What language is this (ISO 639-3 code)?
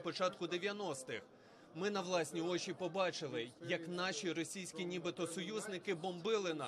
ukr